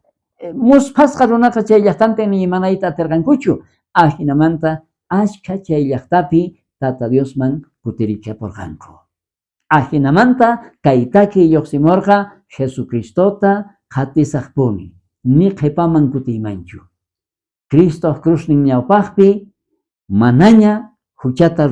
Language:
South Bolivian Quechua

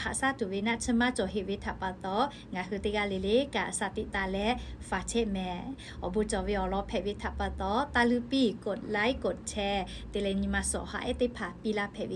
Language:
Lahu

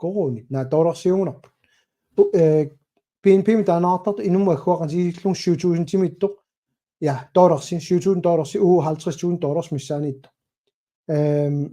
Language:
Kalaallisut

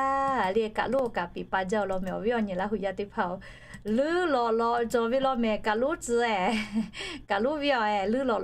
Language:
Lahu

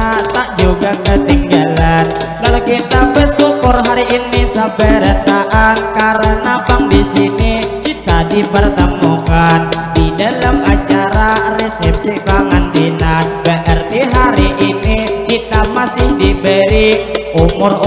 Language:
Banjar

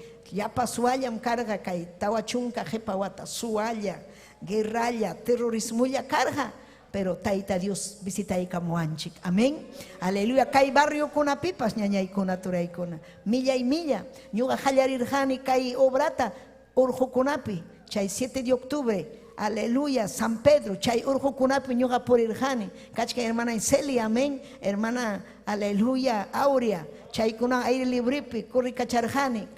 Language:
Ayacucho Quechua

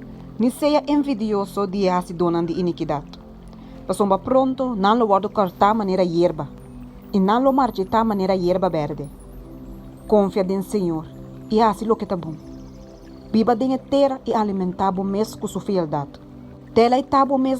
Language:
Papiamento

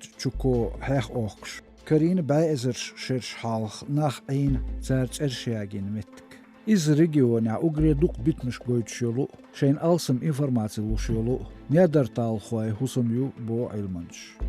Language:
Chechen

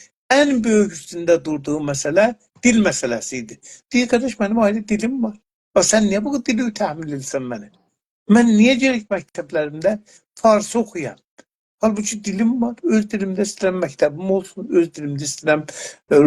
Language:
South Azerbaijani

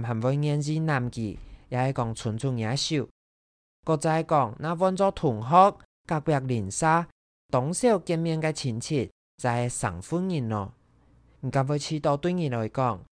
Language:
Hakka Chinese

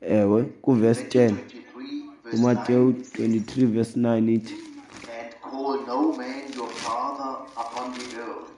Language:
Xhosa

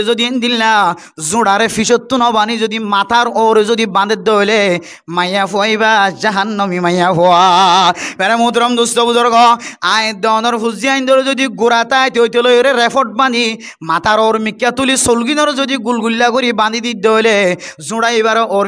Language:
Rohingya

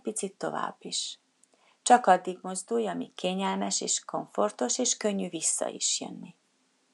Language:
Hungarian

